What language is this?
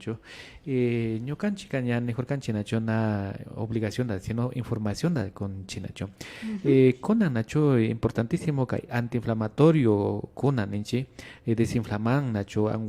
Imbabura Highland Quichua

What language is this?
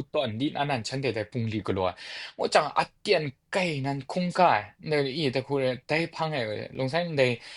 Kachin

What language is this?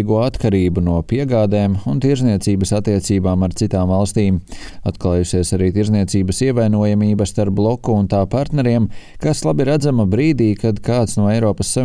Latvian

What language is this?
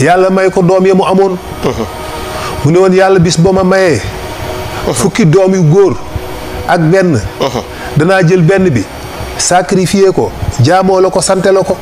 Wolof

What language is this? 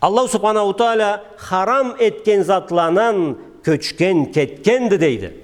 Karachay-Balkar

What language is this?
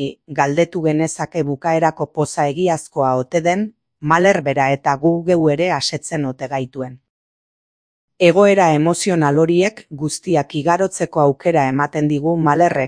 Basque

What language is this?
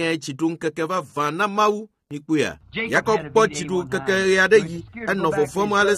Ewe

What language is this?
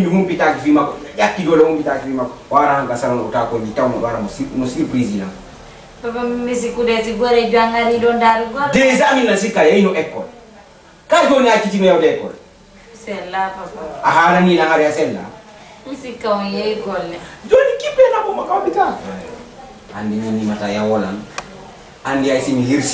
Fula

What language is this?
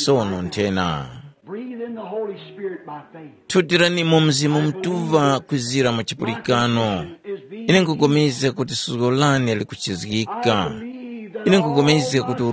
Tumbuka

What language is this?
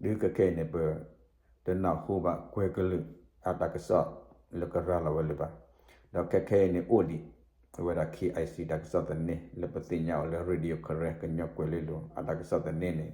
S'gaw Karen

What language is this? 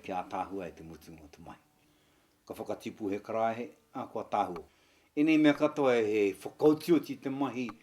Māori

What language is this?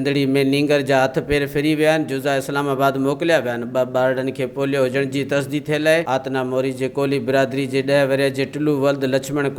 Sindhi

